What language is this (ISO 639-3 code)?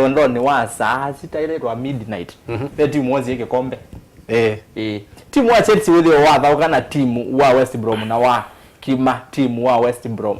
kam